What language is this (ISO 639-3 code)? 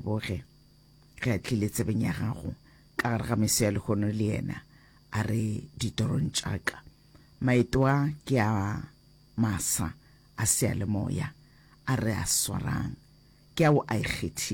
nso